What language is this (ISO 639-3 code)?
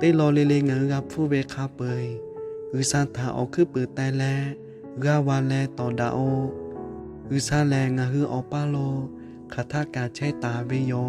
lhu